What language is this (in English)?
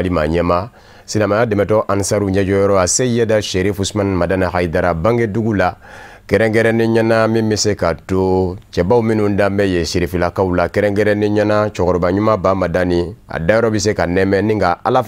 Bambara